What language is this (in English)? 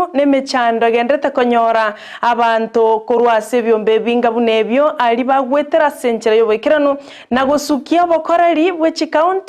Gusii